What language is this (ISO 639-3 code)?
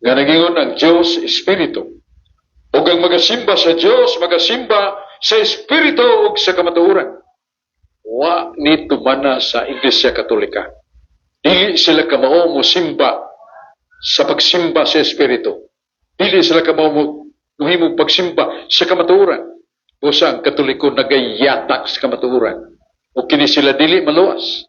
ceb